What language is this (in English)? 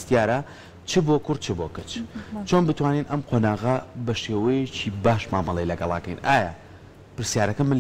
Central Kurdish